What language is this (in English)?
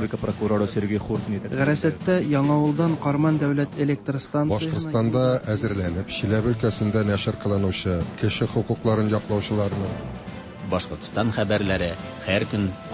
Tatar